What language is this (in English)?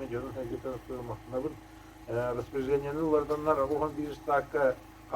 Yakut